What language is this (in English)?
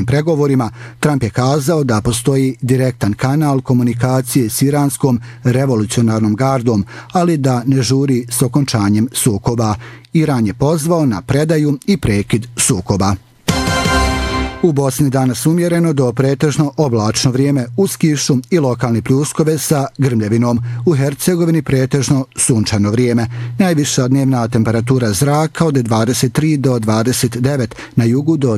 Bosnian